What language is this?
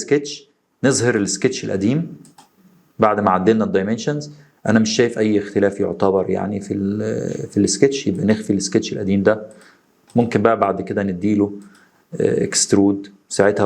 Egyptian Arabic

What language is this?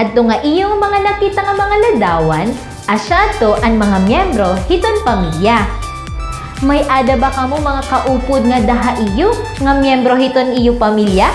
Waray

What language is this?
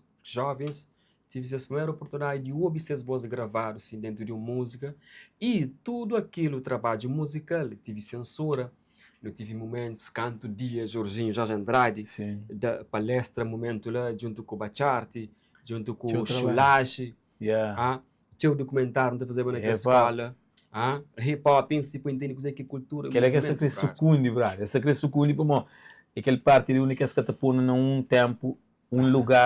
Kabuverdianu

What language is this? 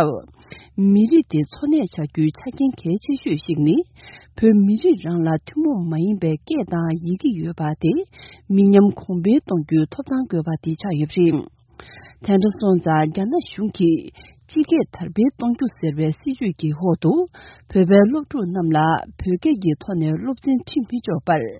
Tibetan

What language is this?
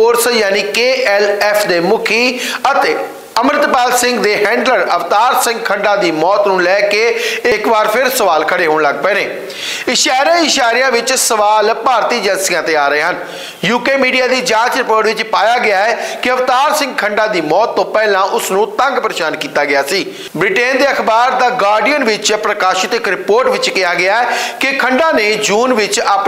Punjabi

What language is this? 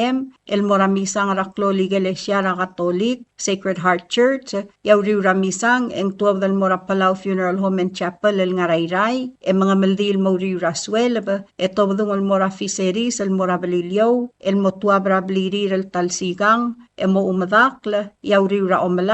Palauan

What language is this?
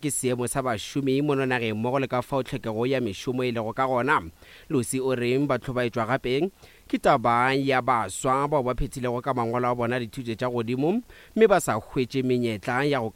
Northern Sotho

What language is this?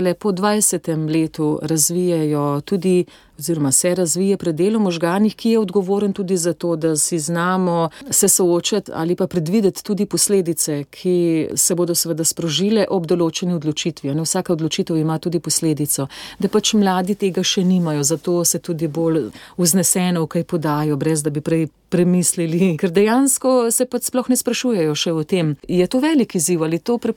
Slovenian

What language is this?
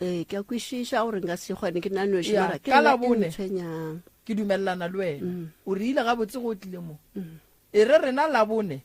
Northern Sotho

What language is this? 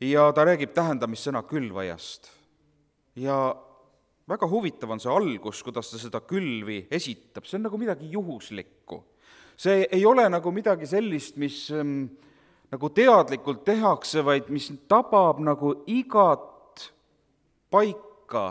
Estonian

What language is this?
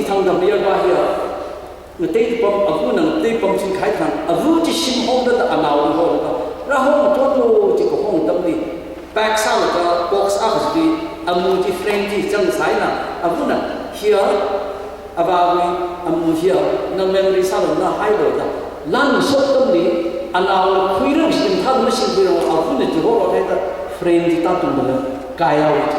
Tangkhul Naga (India)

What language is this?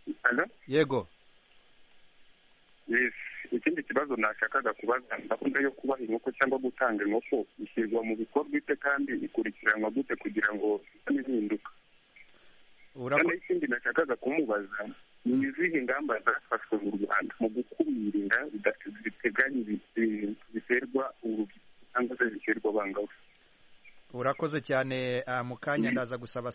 Kinyarwanda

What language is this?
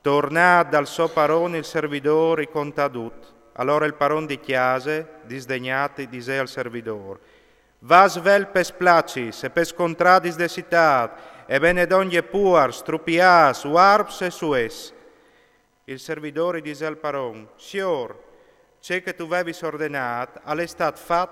Friulian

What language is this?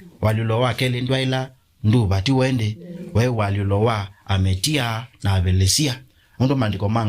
Kamba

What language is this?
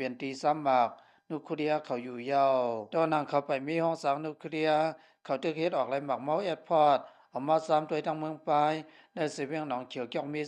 Lao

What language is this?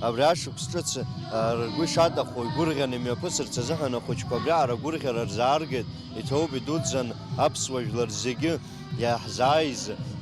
Abkhazian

